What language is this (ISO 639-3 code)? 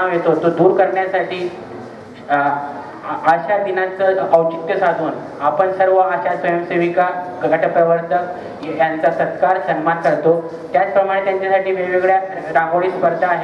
mar